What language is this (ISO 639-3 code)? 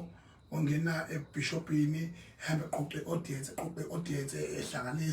zul